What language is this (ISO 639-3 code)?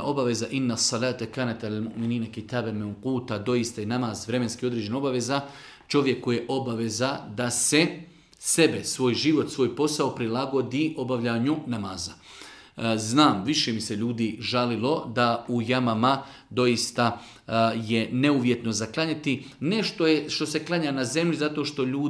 bos